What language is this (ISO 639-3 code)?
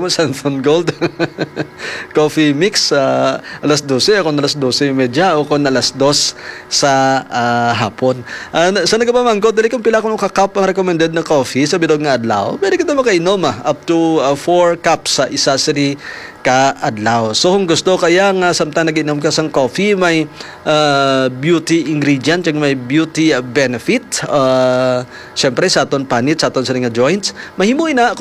hil